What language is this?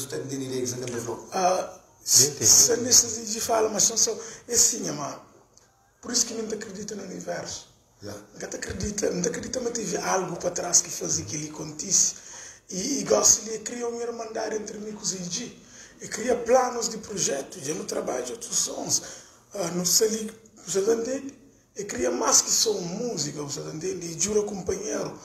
Kabuverdianu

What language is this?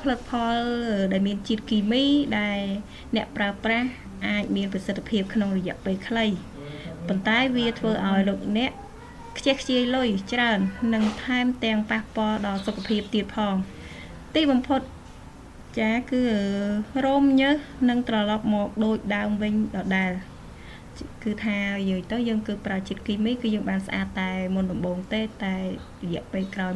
Khmer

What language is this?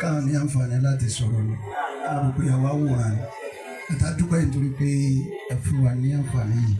Yoruba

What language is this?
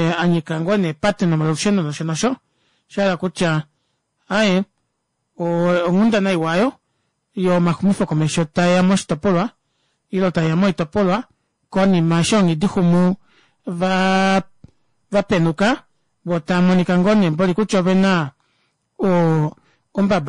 Kuanyama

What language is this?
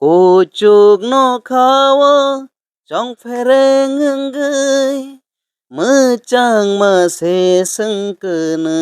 Kok Borok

